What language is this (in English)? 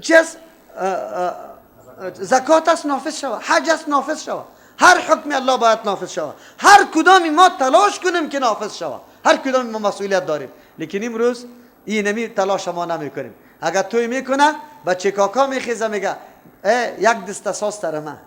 Persian